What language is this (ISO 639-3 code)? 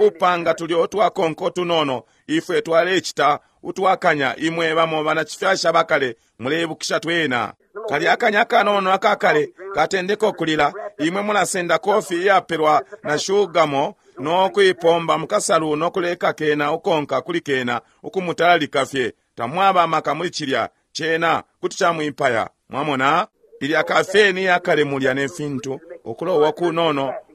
bem